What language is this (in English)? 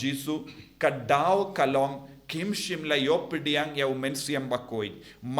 Khasi